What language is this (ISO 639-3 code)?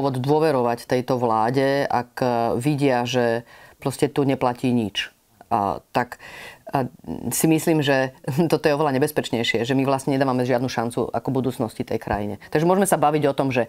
slk